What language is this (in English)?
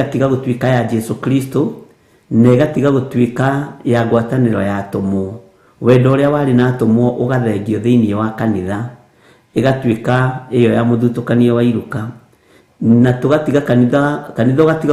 Kikuyu